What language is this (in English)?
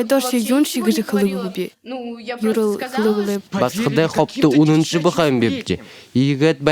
Buriat